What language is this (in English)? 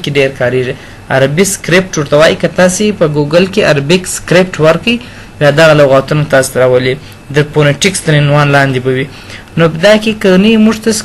Pashto